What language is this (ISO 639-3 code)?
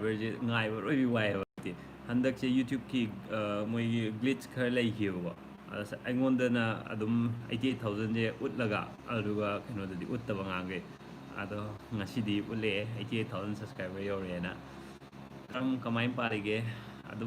mni